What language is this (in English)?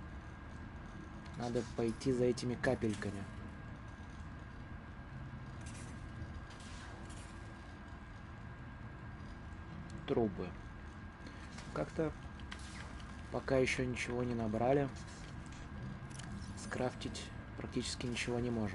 Russian